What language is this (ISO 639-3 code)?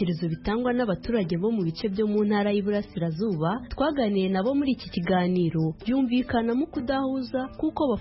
kin